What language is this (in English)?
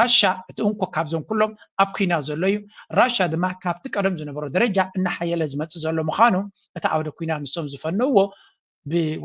Tigrinya